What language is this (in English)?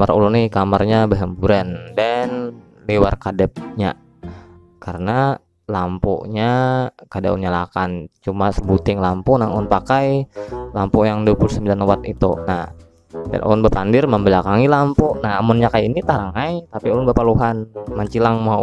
Banjar